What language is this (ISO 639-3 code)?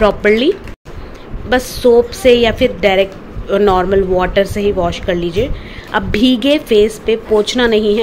hin